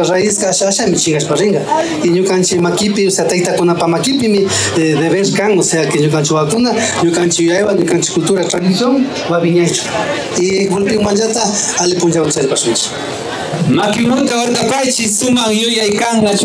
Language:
Imbabura Highland Quichua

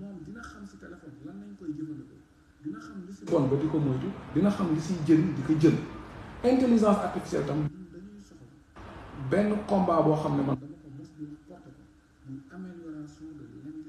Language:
Wolof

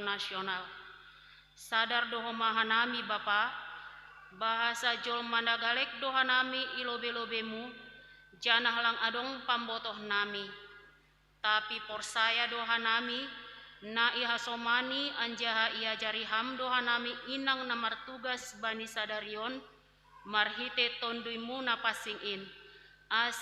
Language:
Batak Simalungun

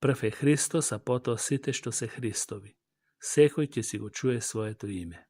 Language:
Macedonian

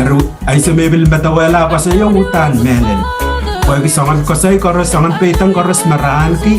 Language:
Pohnpeian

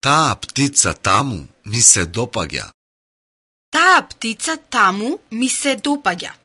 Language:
Macedonian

